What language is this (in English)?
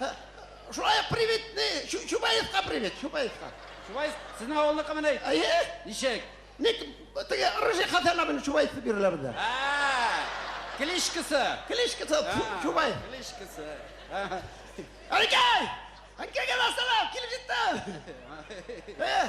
Tatar